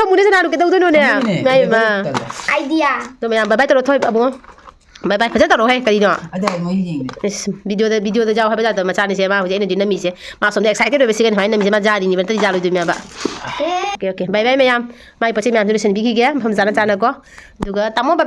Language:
Manipuri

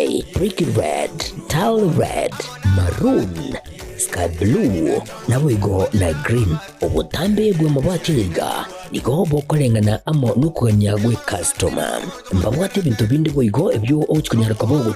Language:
Gusii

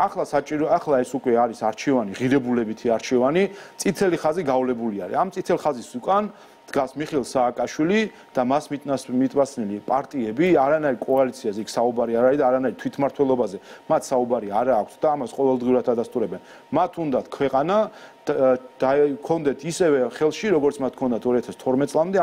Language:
Georgian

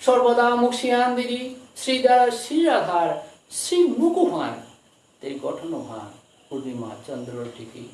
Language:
Bishnupriya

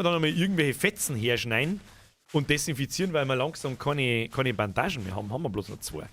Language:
Bavarian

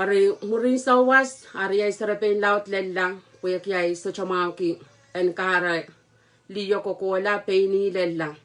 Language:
Pohnpeian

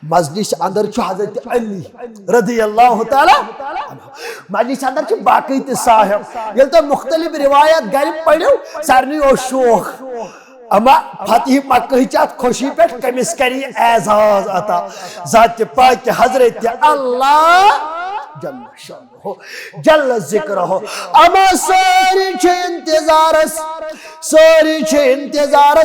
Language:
Kashmiri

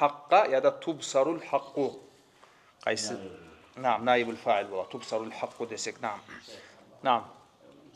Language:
Kumyk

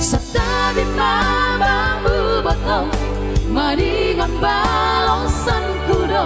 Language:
Batak Simalungun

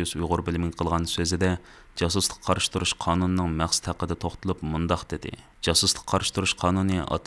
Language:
Uyghur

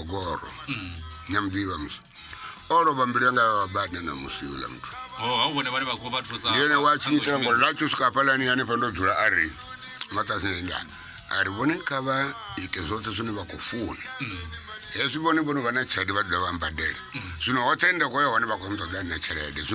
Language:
Venda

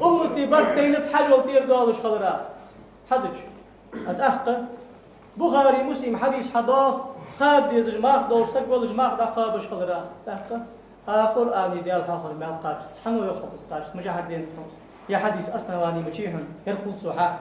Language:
Ingush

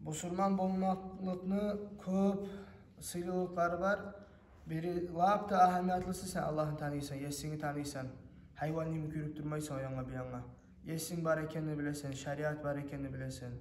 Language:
Kumyk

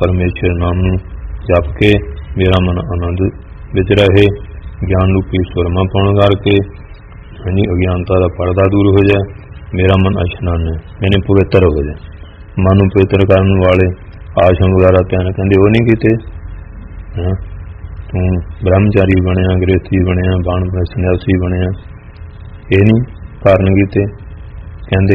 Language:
Punjabi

